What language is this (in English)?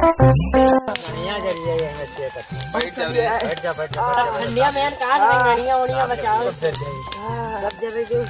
Awadhi